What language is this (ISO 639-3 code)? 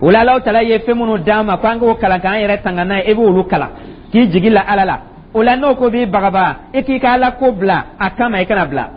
dyu